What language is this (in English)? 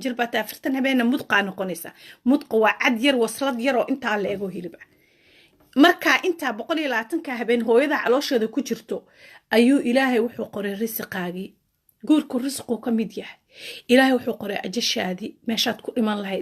Somali